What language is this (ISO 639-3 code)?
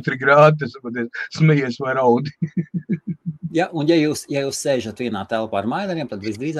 lav